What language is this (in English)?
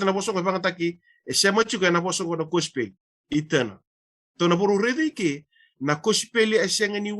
Fijian